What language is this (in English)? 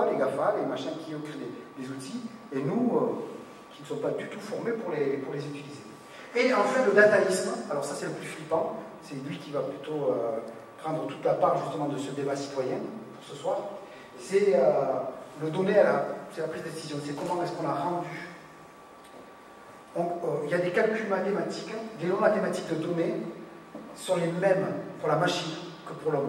French